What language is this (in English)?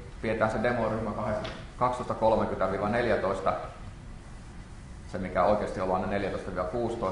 Finnish